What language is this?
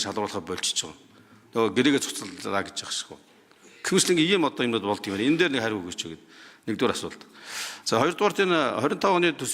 Mongolian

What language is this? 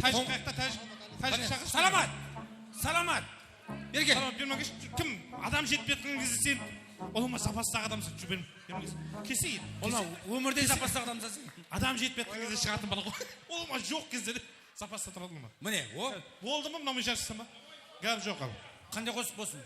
Kara-Kalpak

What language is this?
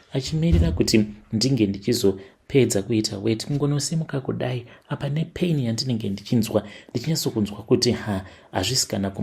Shona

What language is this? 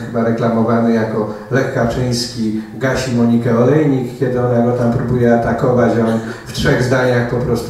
Polish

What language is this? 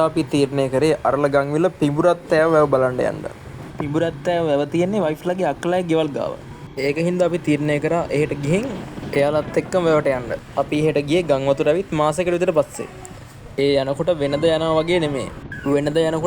Sinhala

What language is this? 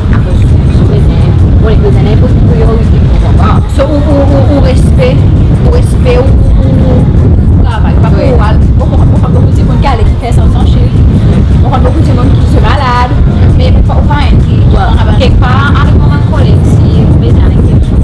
Seselwa Creole French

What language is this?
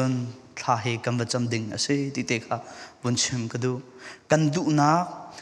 Falam Chin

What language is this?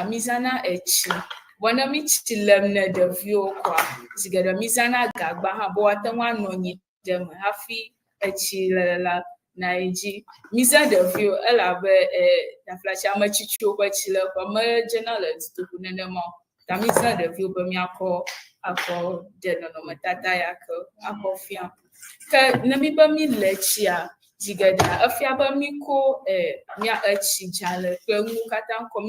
Ewe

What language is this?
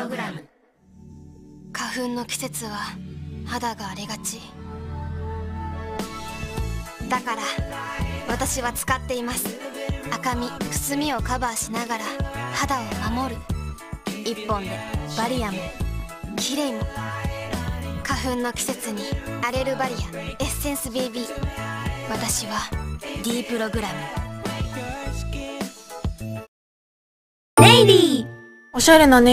Japanese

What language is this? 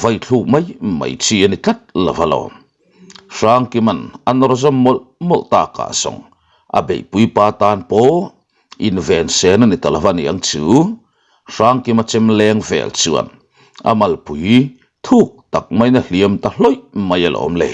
Mizo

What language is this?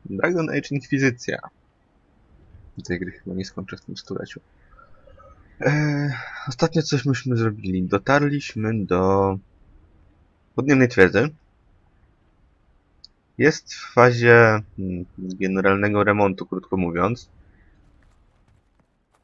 Polish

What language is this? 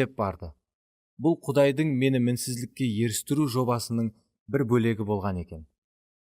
Kara-Kalpak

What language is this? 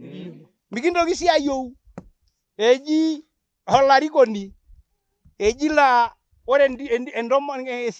Masai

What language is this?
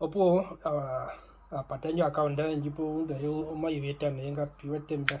Herero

